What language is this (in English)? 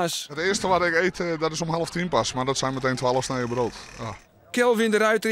Western Frisian